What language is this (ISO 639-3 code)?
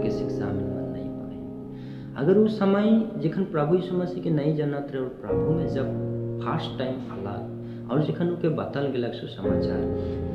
sck